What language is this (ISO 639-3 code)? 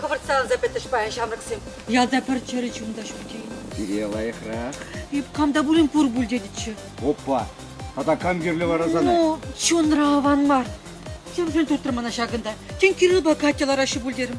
chv